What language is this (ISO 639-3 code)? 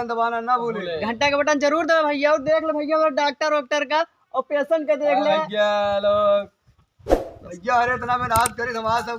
awa